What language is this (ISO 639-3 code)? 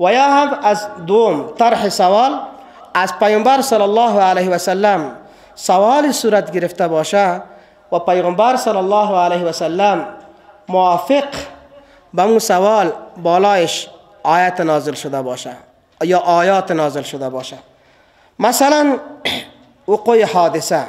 fas